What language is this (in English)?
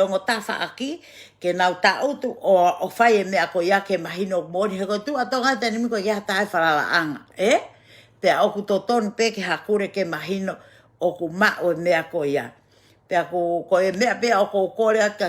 Tongan